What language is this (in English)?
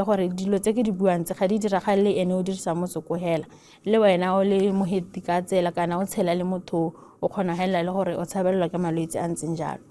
Tswana